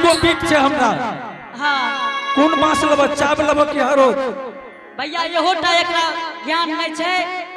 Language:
Angika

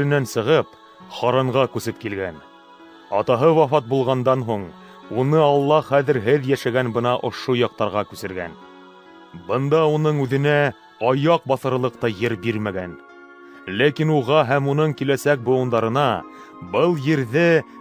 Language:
Bashkir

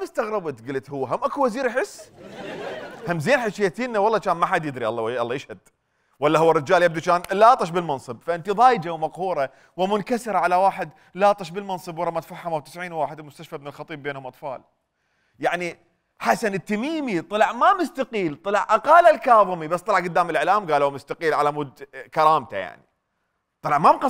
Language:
Mesopotamian Arabic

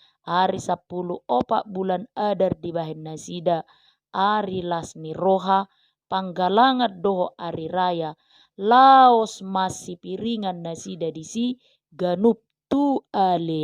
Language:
Batak Toba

